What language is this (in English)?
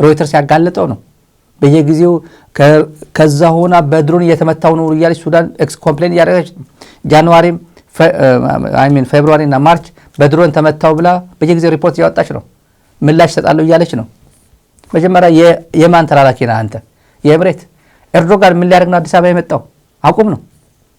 Amharic